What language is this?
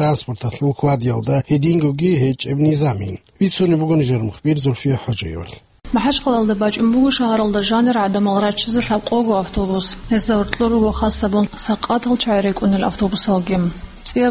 Avaric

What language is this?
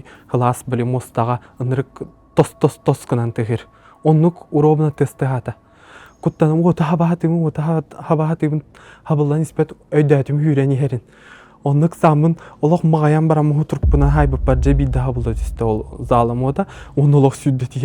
Yakut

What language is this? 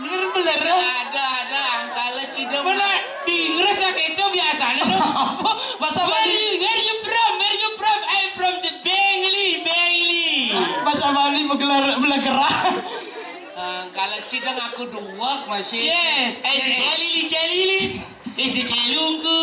Balinese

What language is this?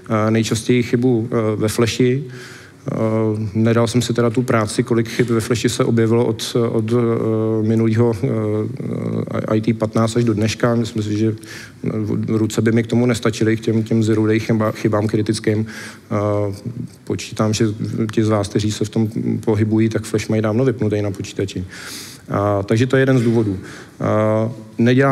Czech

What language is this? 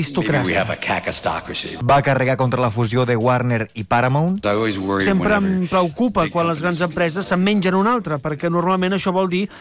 Catalan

